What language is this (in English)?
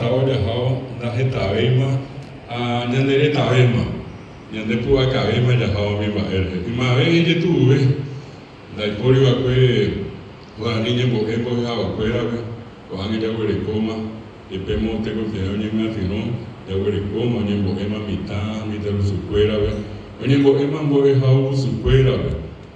Guarani